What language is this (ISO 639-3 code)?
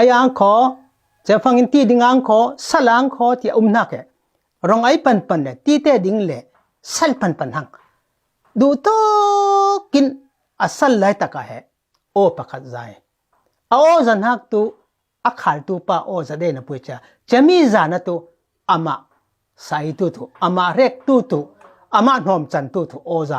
cfm